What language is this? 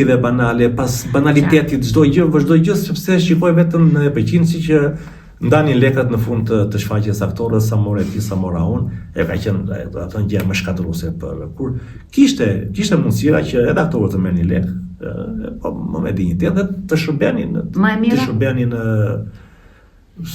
Albanian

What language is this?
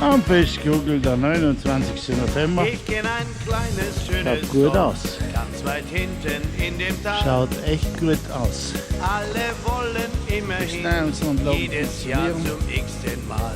Bavarian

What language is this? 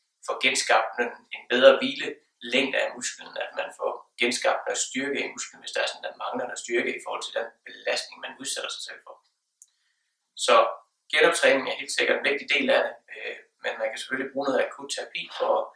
Danish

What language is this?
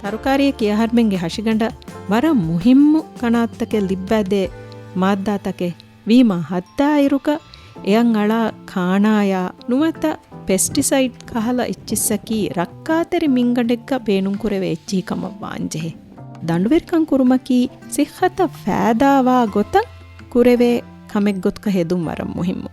Divehi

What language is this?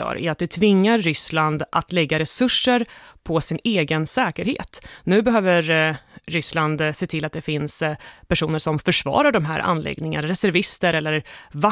Swedish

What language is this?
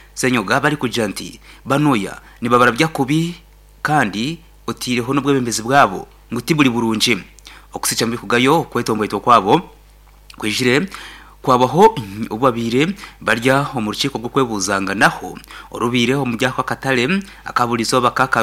Nyankole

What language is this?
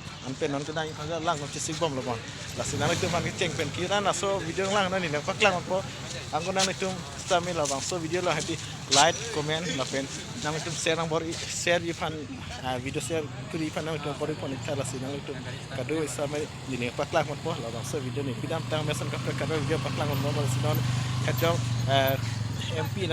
Karbi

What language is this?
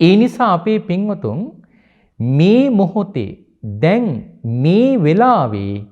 Sinhala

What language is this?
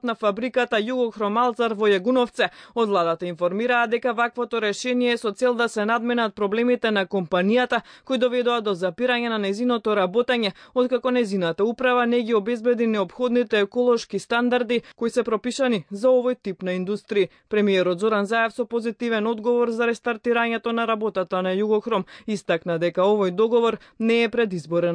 Macedonian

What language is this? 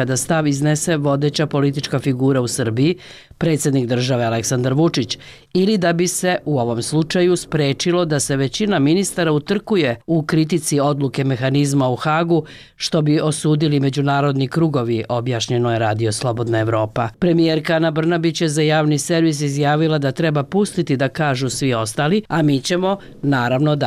Bosnian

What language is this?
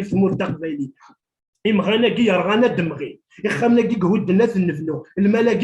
Kabyle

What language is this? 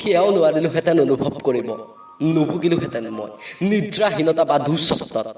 Assamese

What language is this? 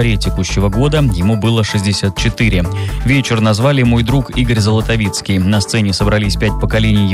Russian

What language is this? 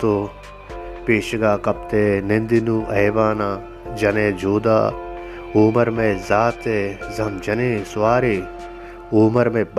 Baluchi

